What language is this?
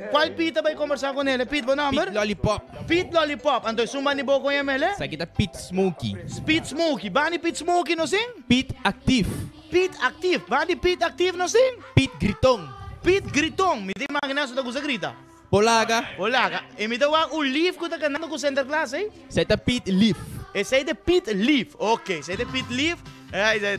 Papiamento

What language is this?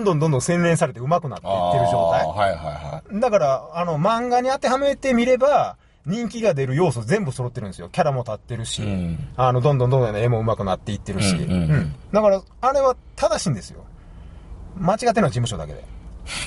Japanese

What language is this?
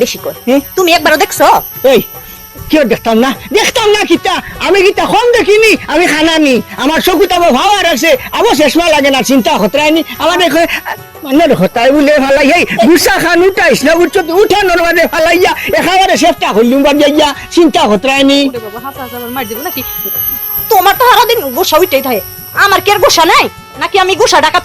Sylheti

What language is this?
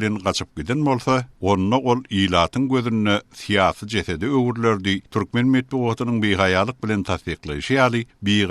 Turkmen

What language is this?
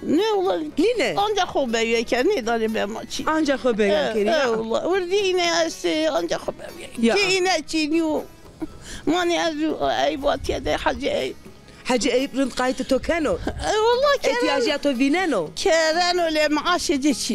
Zaza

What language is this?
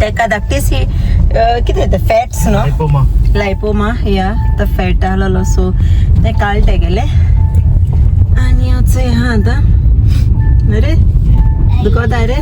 Konkani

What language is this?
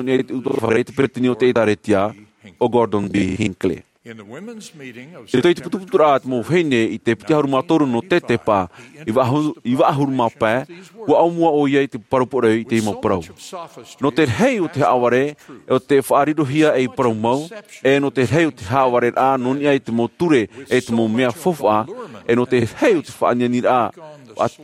Tahitian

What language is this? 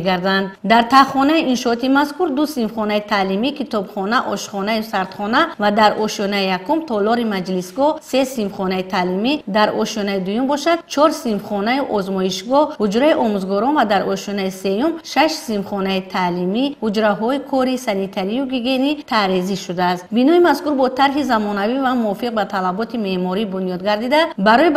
Tajik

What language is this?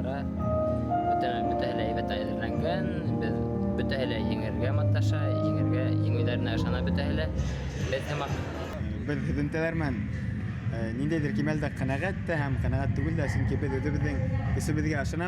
Bashkir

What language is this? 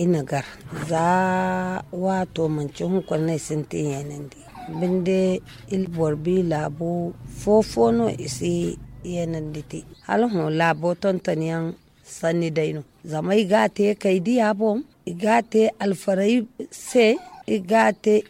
Zarma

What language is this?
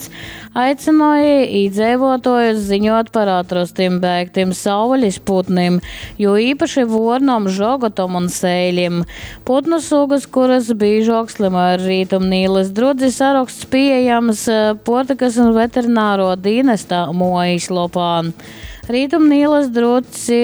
Latgalian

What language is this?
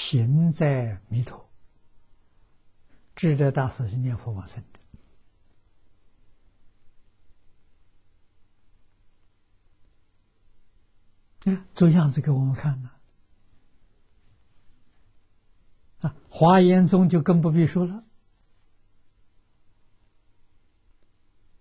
Chinese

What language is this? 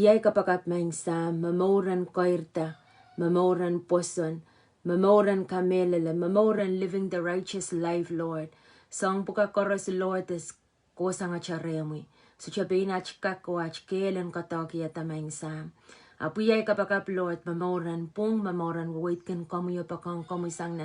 Pohnpeian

